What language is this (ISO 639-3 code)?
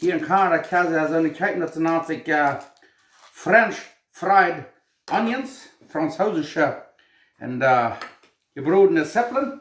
pdt